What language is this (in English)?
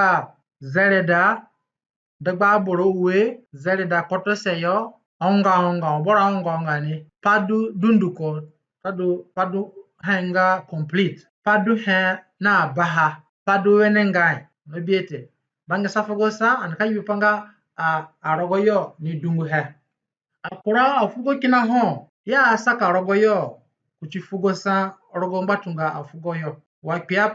Zande (individual language)